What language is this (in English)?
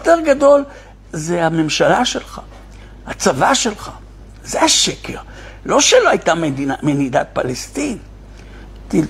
Hebrew